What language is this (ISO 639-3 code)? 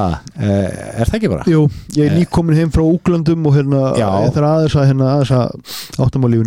isl